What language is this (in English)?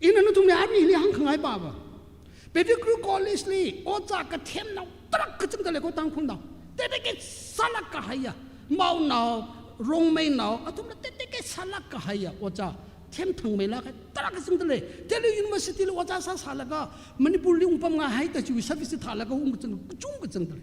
Tangkhul Naga (India)